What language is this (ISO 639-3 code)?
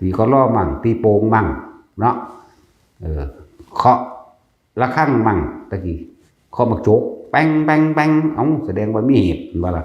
lao